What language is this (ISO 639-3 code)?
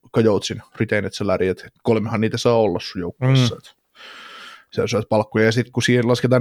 fin